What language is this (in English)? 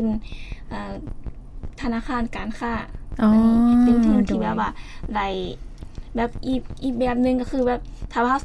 Lao